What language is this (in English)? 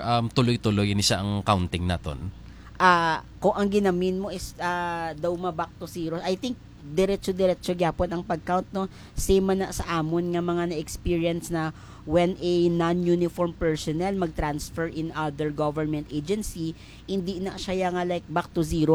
Hiligaynon